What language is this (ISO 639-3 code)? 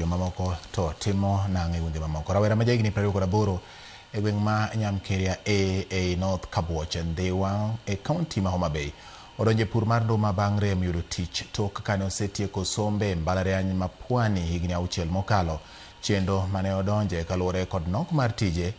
luo